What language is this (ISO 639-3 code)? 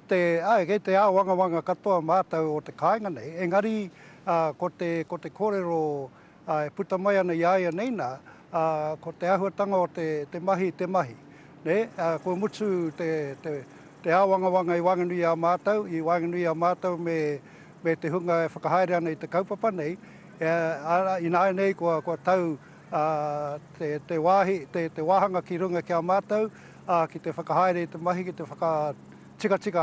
mri